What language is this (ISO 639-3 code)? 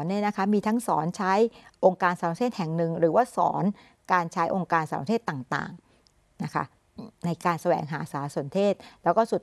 tha